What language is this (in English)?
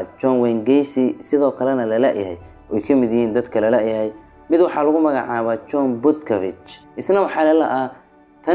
Somali